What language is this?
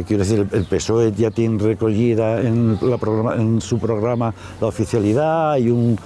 Asturian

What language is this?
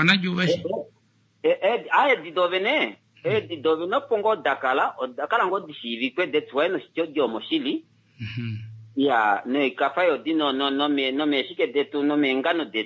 Kuanyama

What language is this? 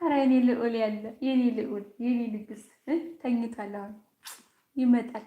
Amharic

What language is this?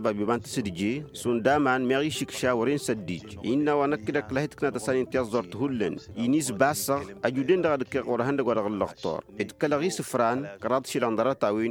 Tamasheq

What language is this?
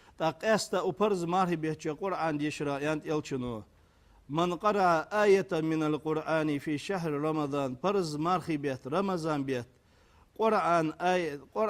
Ingush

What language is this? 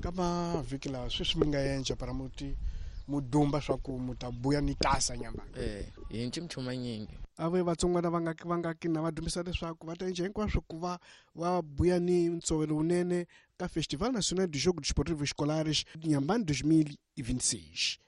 Tsonga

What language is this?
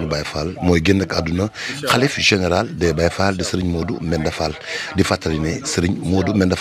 Wolof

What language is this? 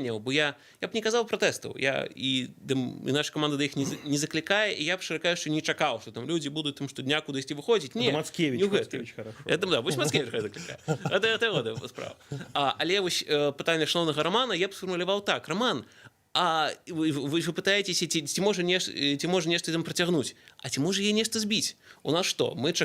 Belarusian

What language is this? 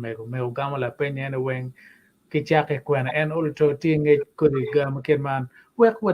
Acoli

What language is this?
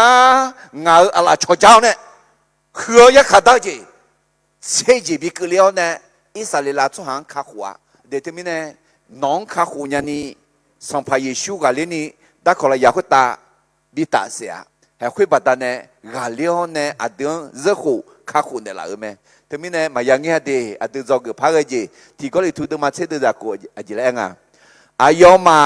Akha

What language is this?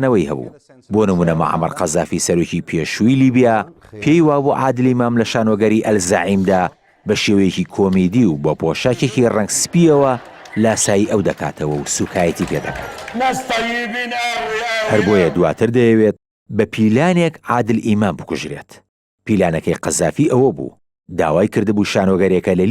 Central Kurdish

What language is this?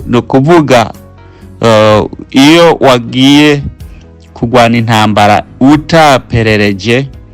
Rundi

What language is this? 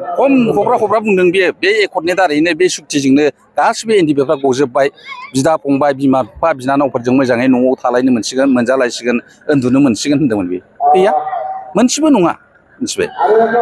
Bodo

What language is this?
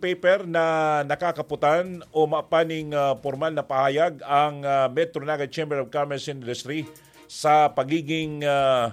Bikol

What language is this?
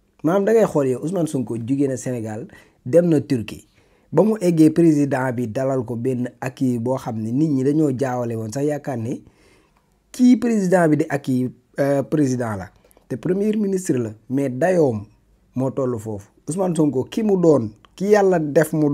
Wolof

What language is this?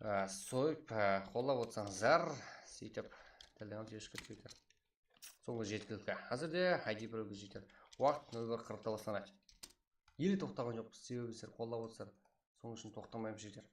Kara-Kalpak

